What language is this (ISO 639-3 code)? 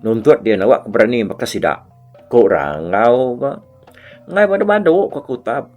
iba